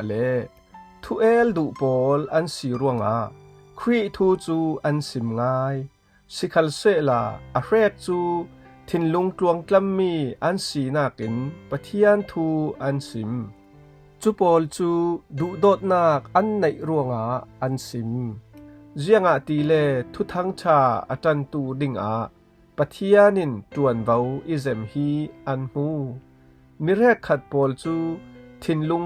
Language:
Falam Chin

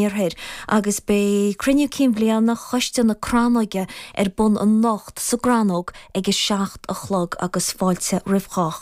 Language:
Irish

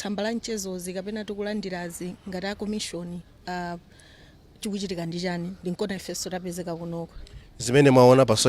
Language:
Nyanja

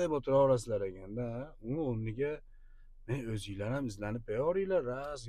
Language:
Uzbek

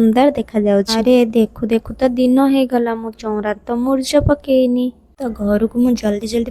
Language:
Odia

